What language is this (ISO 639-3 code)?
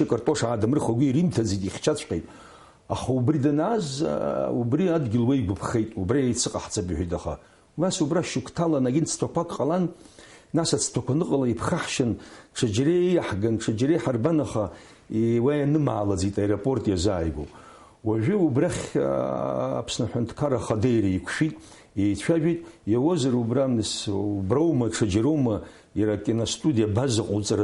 abk